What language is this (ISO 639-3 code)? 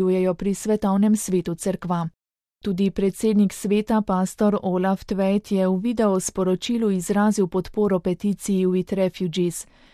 slv